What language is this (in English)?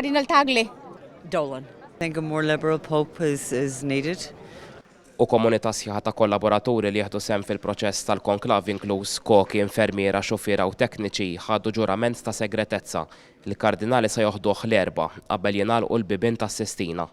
Maltese